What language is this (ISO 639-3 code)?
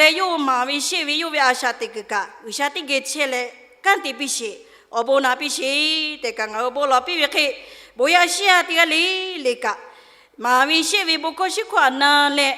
lhu